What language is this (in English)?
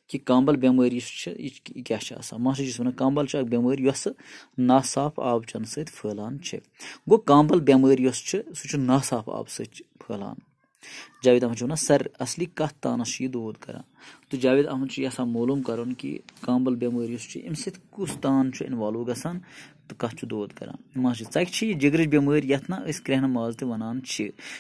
Kashmiri